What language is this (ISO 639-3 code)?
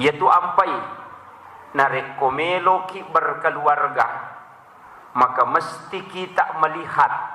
bug